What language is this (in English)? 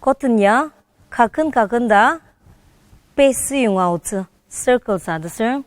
Ao Naga